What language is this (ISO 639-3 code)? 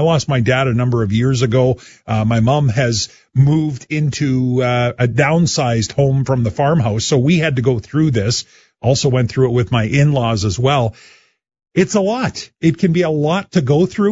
eng